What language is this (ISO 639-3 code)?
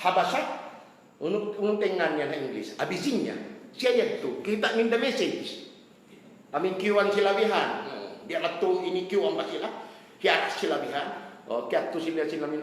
tsg